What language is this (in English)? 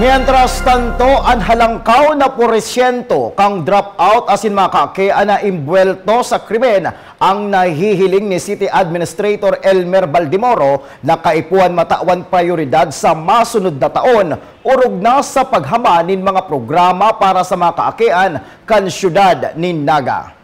Bikol